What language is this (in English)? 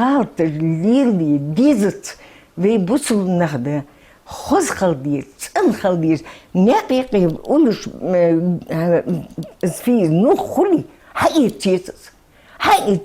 Ingush